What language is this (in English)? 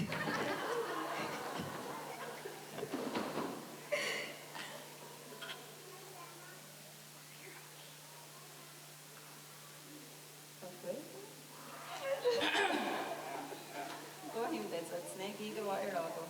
Mohawk